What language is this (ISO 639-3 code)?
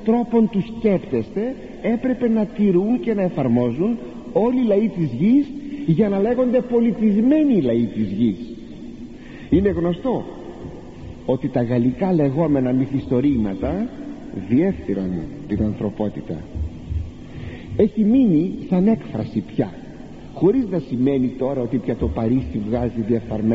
ell